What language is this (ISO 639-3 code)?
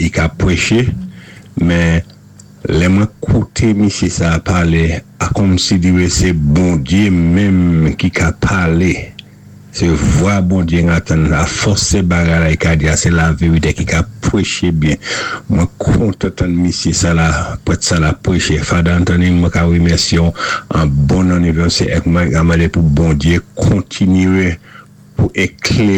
acf